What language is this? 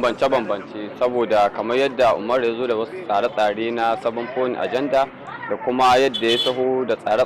Hausa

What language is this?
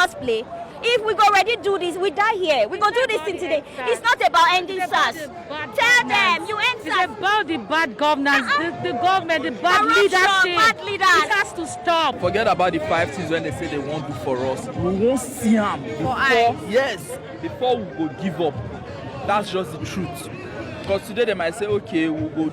Nigerian Pidgin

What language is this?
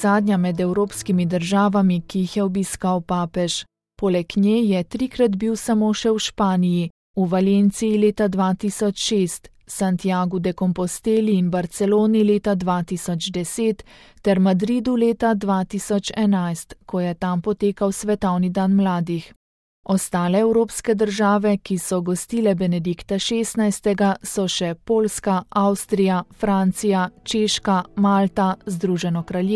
Slovenian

